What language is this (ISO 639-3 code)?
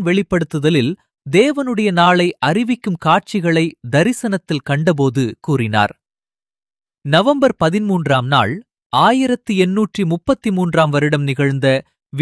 tam